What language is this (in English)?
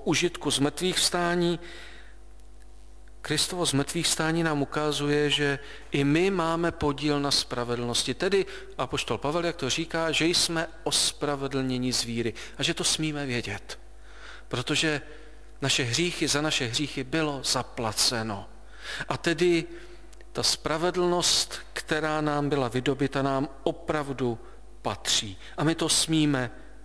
Czech